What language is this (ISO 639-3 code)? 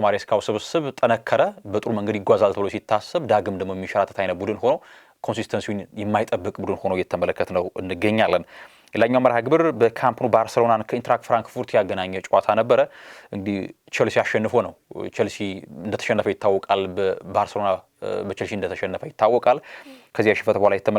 amh